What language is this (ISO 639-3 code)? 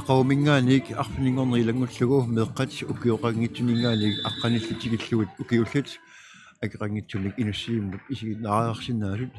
kal